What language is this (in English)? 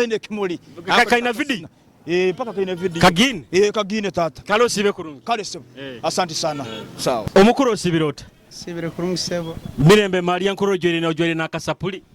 Nyoro